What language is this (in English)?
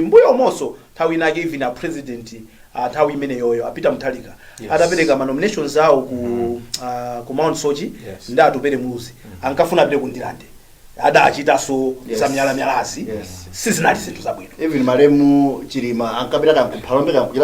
Nyanja